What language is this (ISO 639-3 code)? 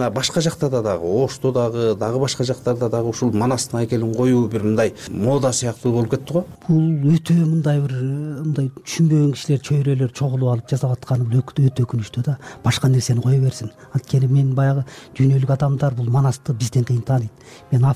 kir